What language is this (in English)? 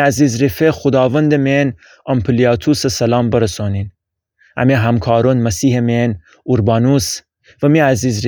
Gilaki